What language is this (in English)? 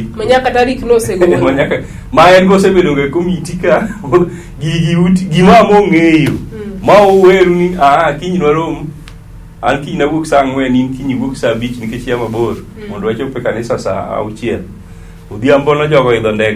Luo (Kenya and Tanzania)